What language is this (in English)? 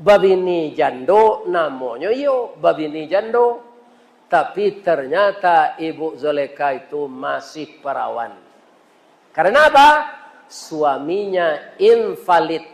Minangkabau